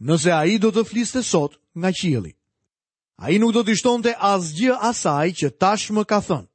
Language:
Albanian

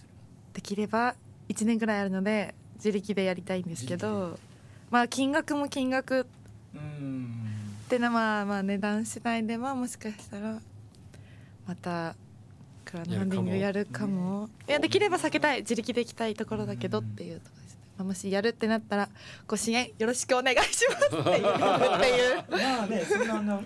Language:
Japanese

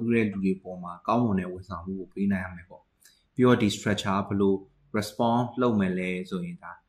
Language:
Burmese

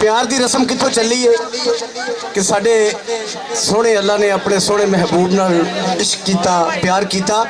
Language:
Western Panjabi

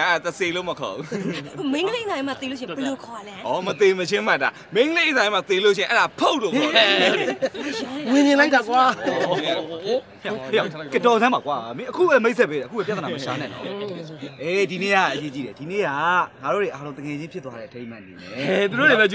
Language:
Burmese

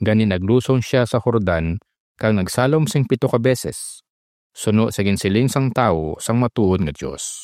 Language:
Hiligaynon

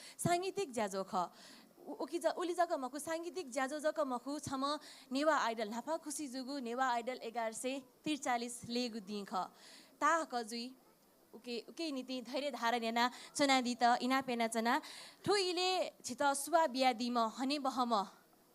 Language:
Newari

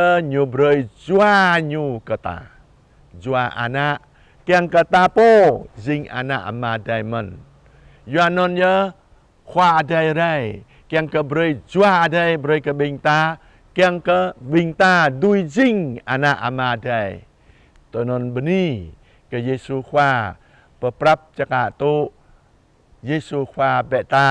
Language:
Jarai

